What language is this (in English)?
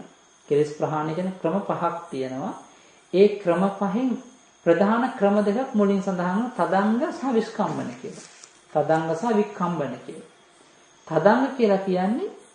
Sinhala